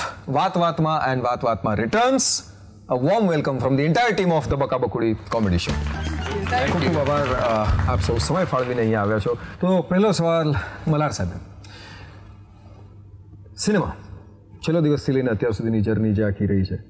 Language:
Gujarati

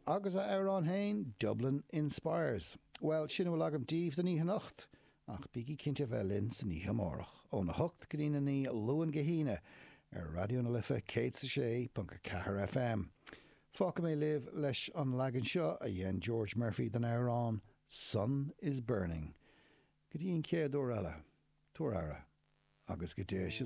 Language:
Irish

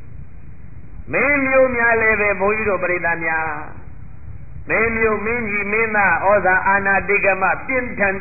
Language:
Burmese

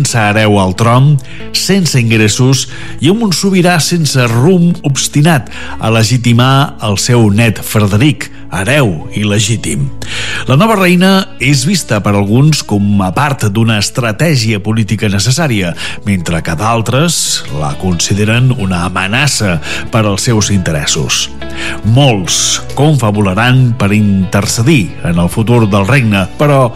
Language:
Catalan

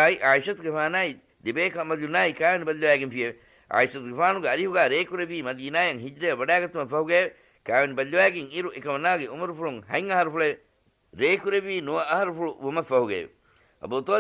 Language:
Divehi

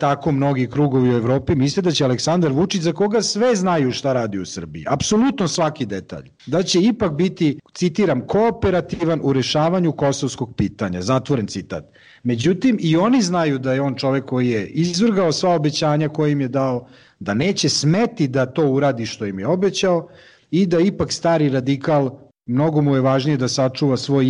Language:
Serbian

